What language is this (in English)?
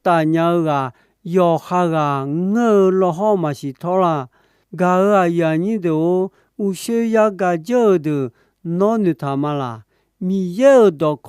Akha